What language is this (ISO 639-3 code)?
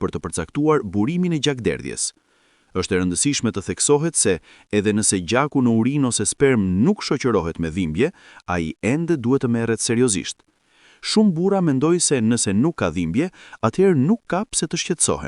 sqi